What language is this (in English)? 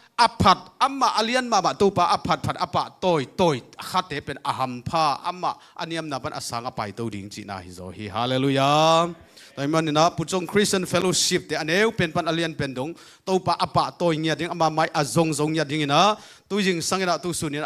Tedim Chin